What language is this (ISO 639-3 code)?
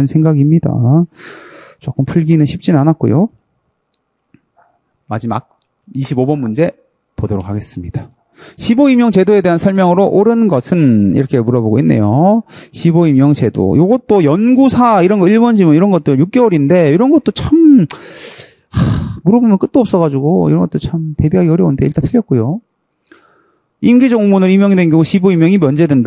kor